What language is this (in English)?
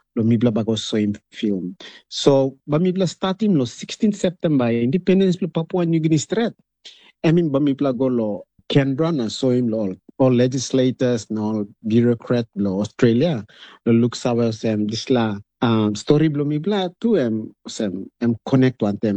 Tok Pisin